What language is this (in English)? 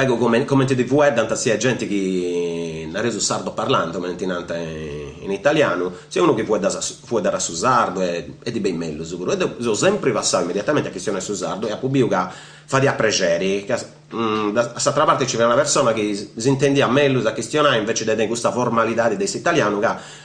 Sardinian